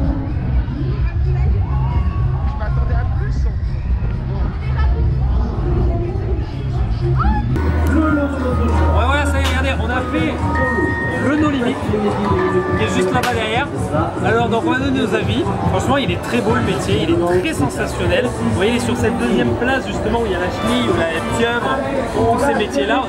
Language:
French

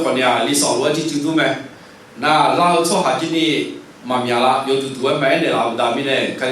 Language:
Akha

